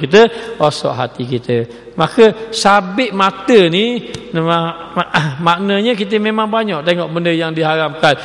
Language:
Malay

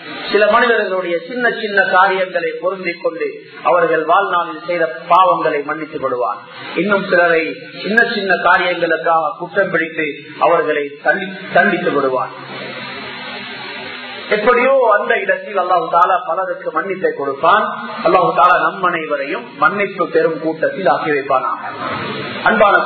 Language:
Tamil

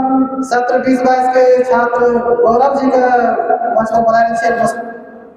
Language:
Angika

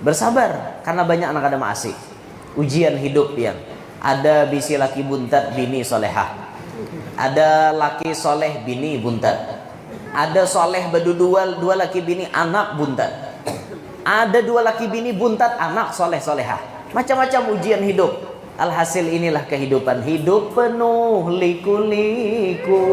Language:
Banjar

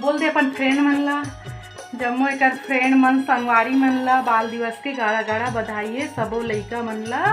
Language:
Chhattisgarhi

